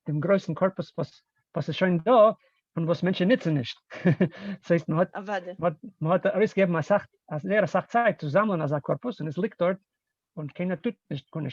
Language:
Yiddish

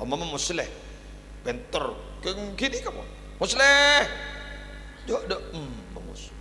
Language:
Madurese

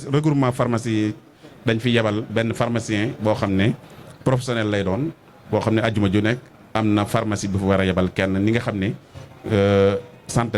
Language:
Wolof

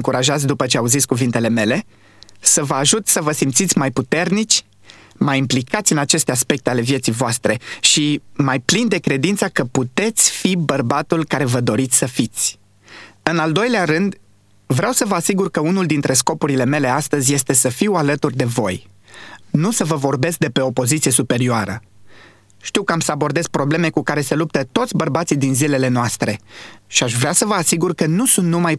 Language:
Romanian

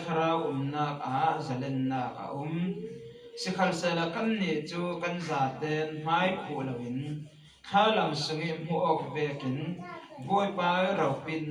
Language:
Falam Chin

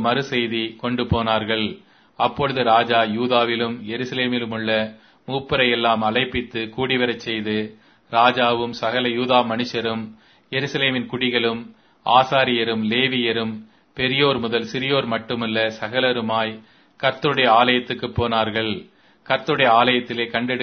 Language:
Tamil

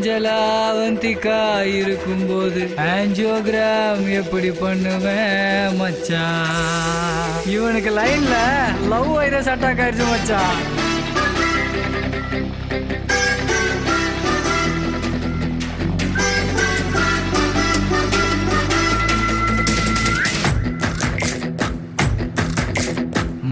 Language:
Tamil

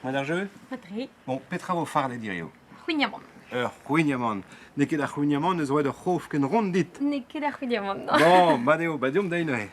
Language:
Breton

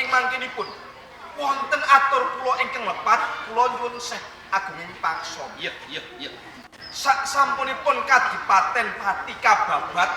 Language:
Javanese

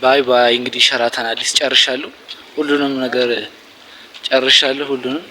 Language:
Amharic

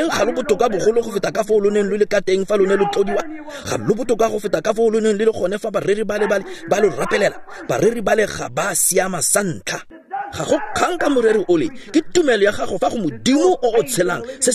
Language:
Tswana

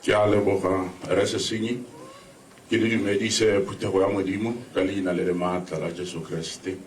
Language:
Tswana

